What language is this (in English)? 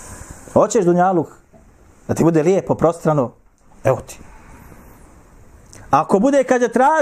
Bosnian